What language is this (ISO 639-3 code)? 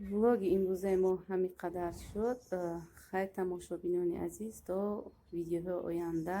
tgk